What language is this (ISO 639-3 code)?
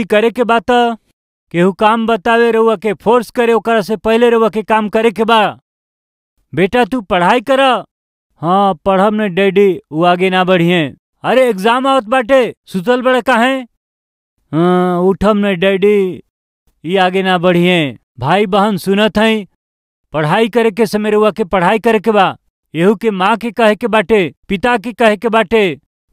bho